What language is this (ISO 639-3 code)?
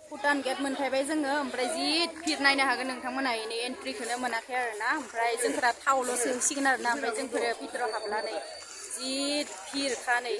brx